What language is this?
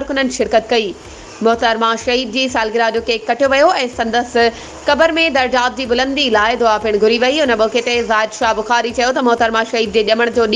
Sindhi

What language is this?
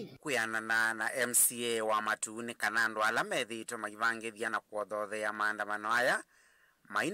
Kamba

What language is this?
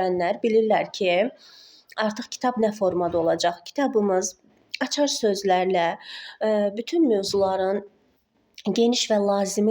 Azerbaijani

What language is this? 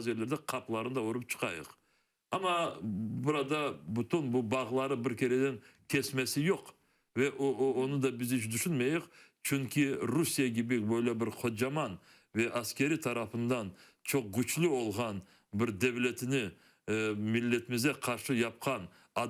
Crimean Tatar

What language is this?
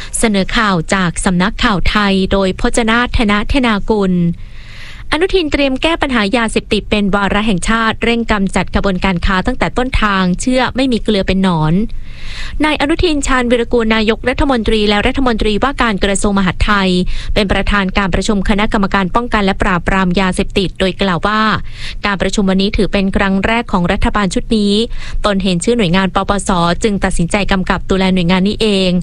Thai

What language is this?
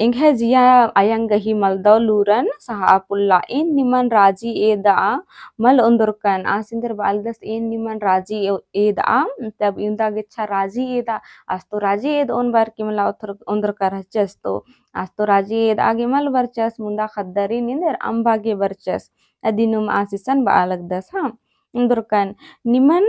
Kurukh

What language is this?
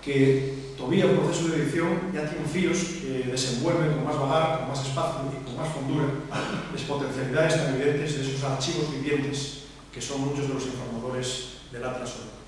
Asturian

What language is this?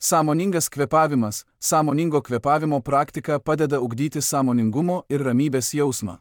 Lithuanian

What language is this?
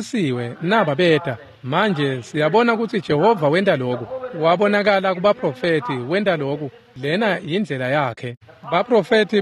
Swati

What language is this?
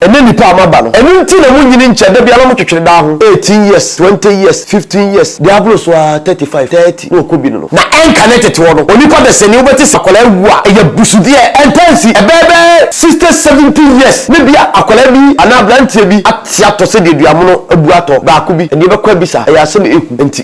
Akan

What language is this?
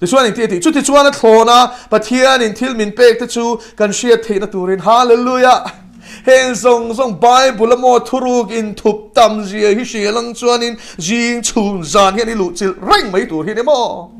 Mizo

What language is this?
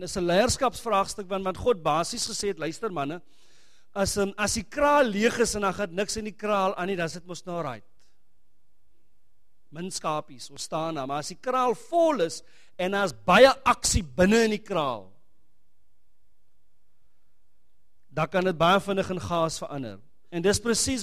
Afrikaans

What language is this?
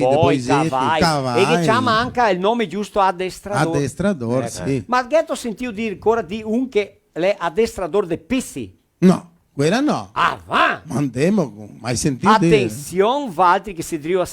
Venetian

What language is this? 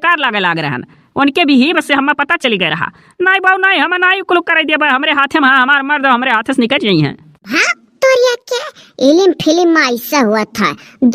Awadhi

